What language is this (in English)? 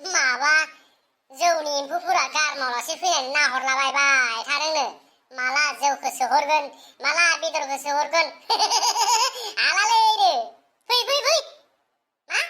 Bodo